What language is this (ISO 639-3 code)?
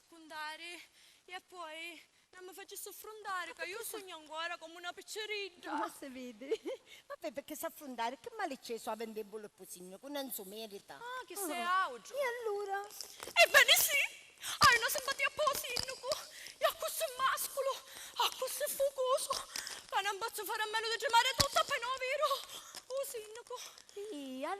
scn